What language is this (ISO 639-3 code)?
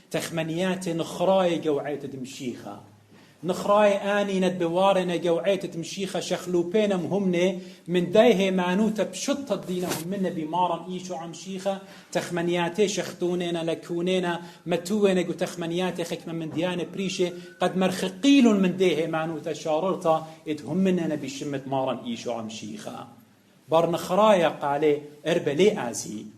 aii